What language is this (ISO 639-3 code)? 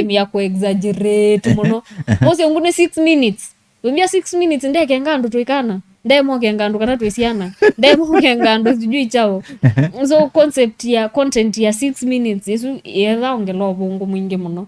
kam